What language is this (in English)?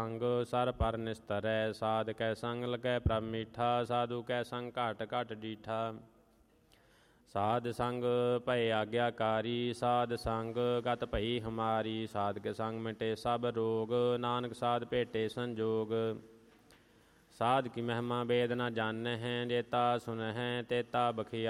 Punjabi